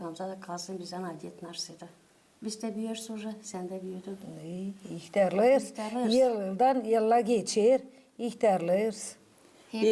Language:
Gagauz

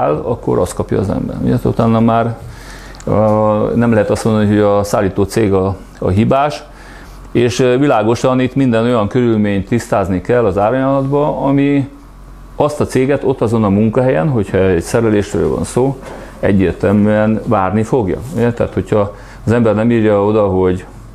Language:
Hungarian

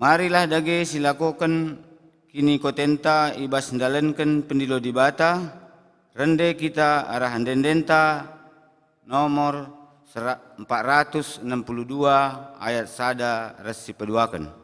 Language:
Batak Karo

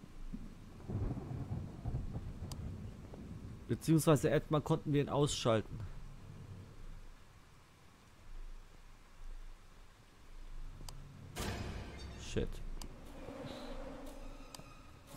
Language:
German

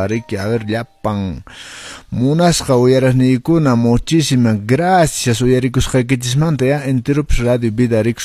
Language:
Quechua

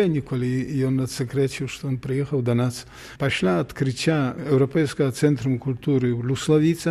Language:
Belarusian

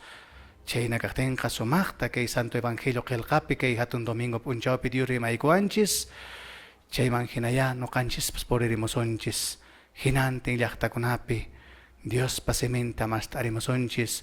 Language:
Quechua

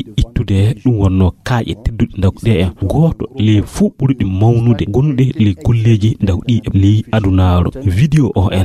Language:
Fula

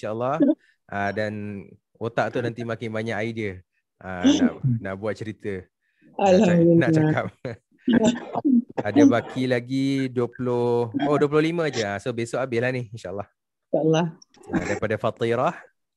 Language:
Malay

